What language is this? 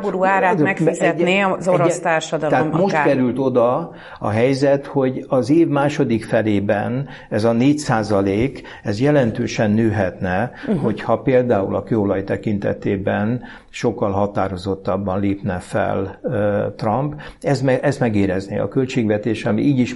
Hungarian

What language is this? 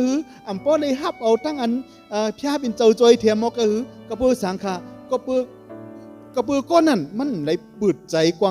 Shan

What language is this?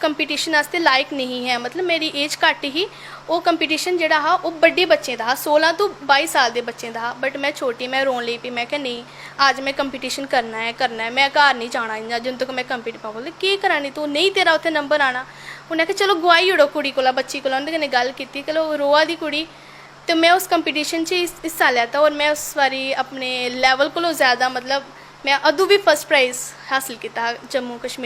Dogri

